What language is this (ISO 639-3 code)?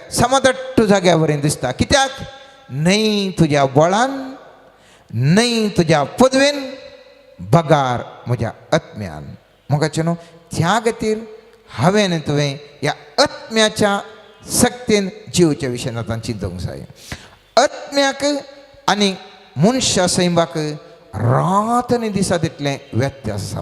kok